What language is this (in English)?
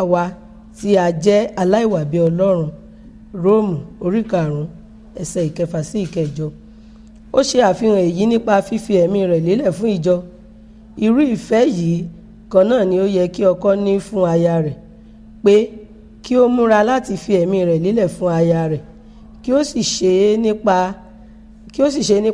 Yoruba